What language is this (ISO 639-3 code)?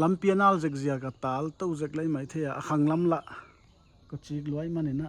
pck